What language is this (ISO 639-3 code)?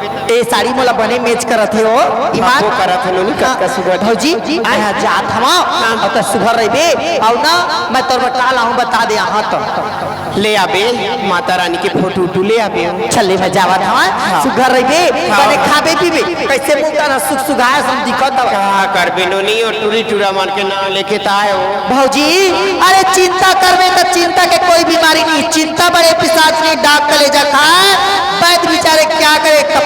hne